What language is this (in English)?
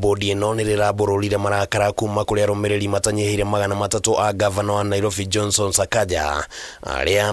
Kikuyu